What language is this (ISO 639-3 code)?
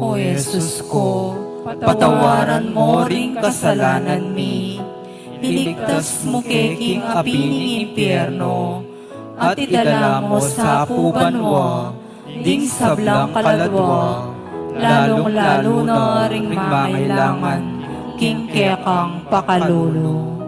pam